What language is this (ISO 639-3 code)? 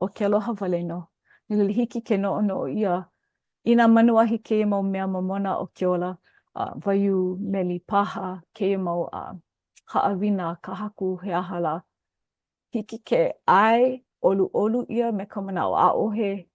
haw